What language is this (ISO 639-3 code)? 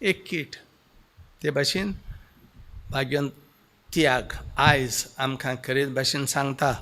kok